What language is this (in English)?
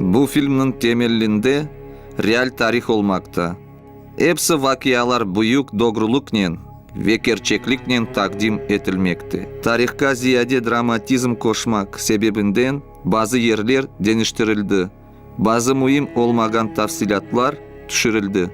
Crimean Tatar